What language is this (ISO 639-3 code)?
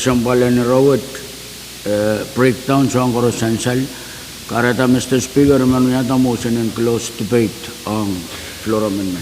pon